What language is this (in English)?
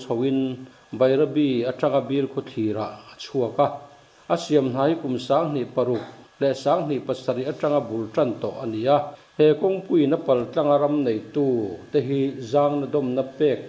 Mizo